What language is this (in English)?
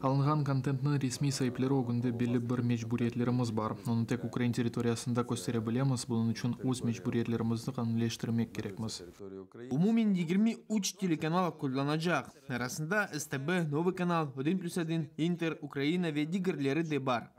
Crimean Tatar